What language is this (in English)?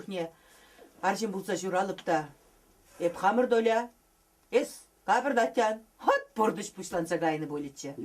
Chuvash